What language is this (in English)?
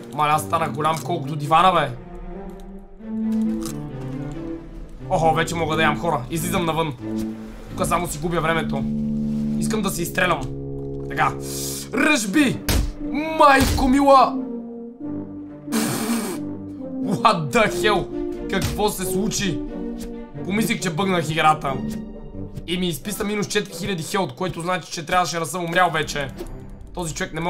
Bulgarian